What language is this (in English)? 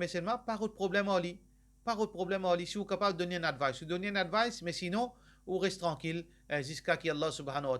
Morisyen